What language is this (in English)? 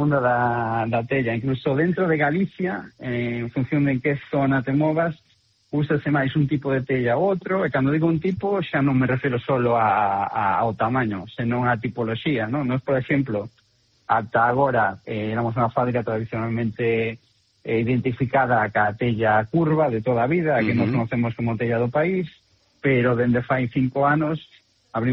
Galician